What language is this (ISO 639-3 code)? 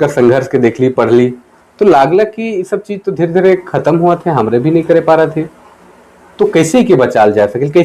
sck